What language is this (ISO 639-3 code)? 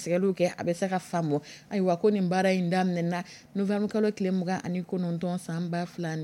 dyu